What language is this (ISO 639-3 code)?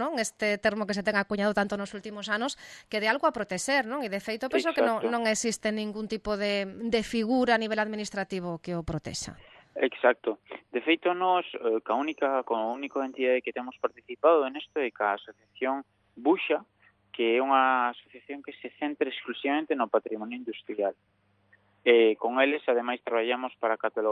glg